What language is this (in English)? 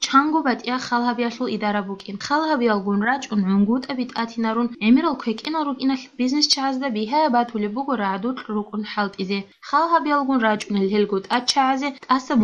Avaric